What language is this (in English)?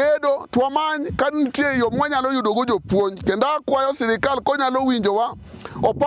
Luo (Kenya and Tanzania)